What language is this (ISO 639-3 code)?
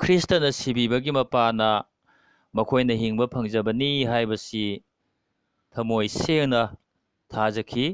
mni